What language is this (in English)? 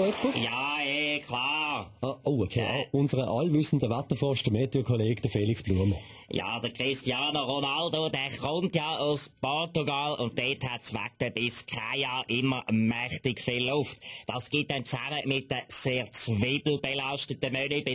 Swiss German